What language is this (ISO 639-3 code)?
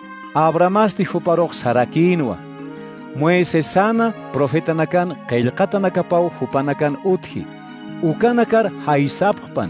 aym